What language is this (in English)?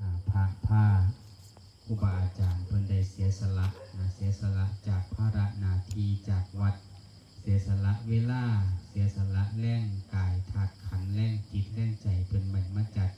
Lao